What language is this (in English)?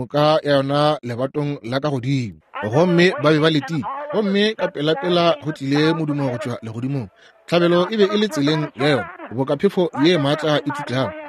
Northern Sotho